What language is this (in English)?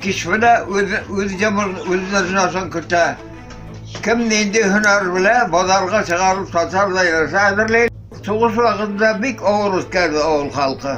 Bashkir